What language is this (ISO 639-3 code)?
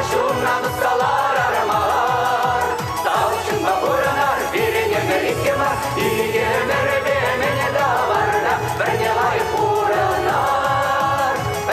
chv